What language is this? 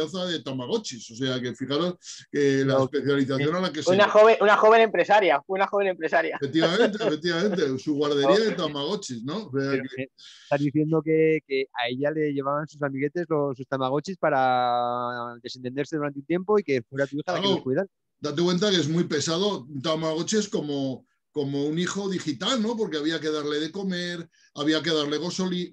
Spanish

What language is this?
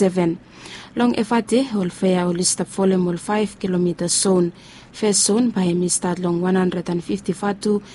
Bislama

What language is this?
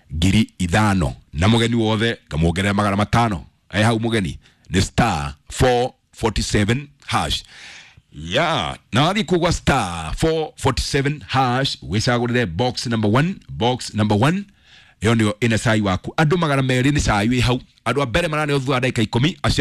Kikuyu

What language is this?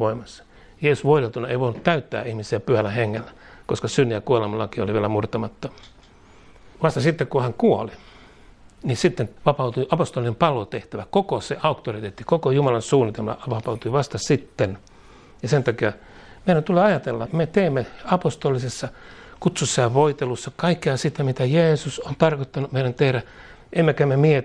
Finnish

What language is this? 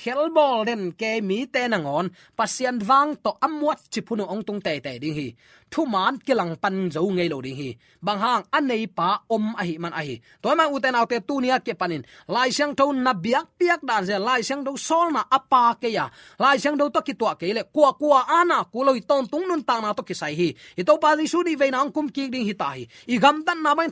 Tedim Chin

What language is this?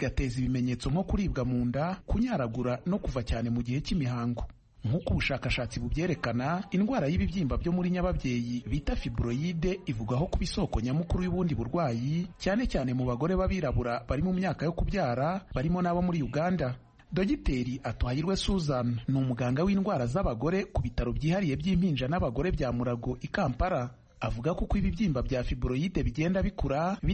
Kinyarwanda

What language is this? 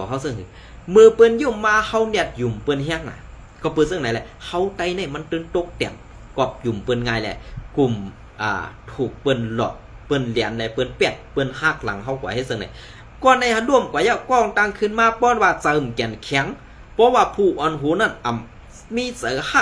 Shan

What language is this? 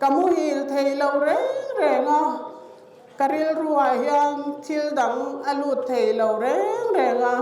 Mizo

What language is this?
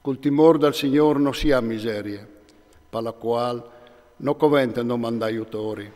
Friulian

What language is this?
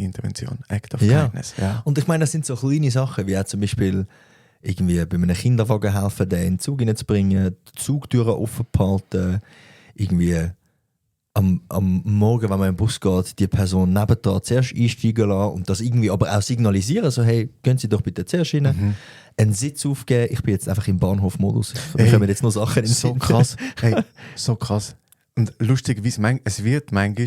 Swiss German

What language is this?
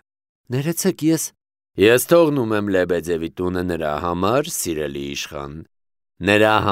Armenian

